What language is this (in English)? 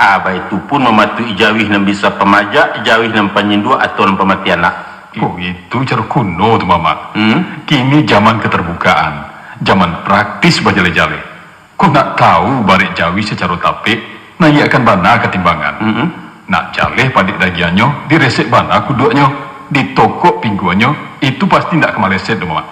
Minangkabau